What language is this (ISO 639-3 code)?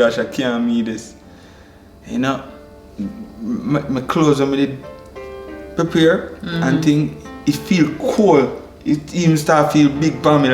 jam